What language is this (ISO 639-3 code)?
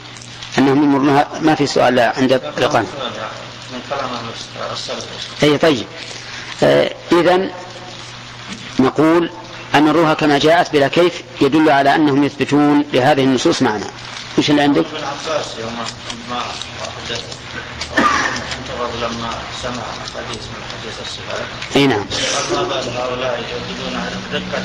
ara